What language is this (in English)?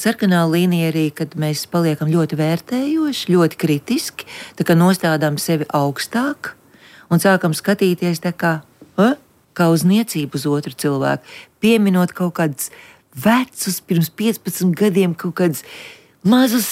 Latvian